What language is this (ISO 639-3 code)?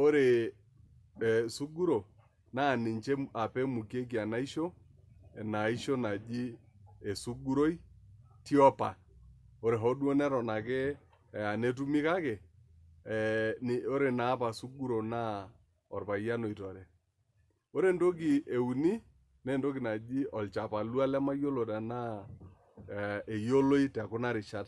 mas